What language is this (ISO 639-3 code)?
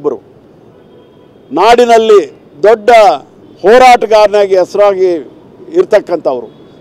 kan